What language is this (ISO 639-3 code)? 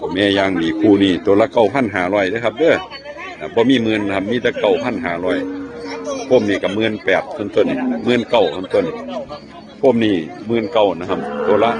tts